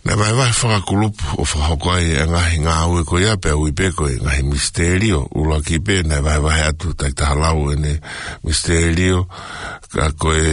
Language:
Tongan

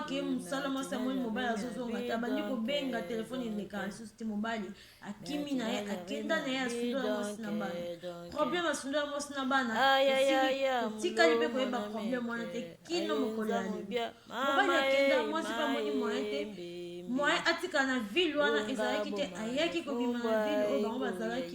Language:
Lingala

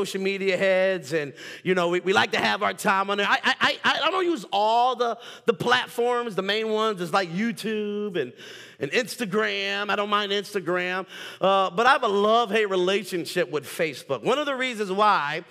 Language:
English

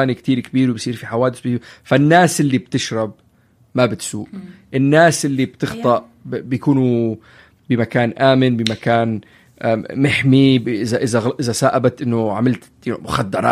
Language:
North Levantine Arabic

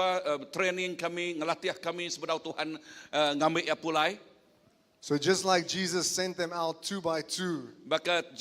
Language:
Iban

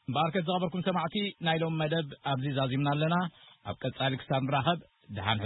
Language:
Tigrinya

